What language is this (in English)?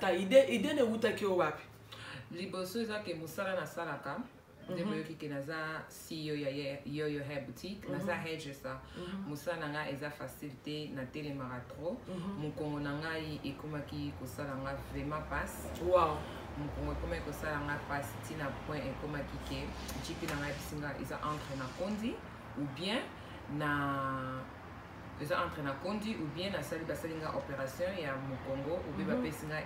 Lingala